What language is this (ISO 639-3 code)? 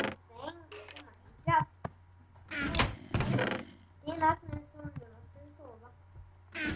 swe